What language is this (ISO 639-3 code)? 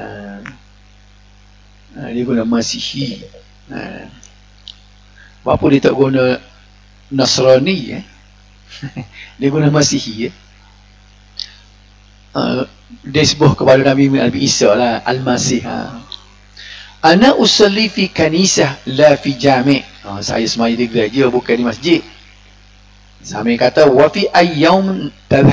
msa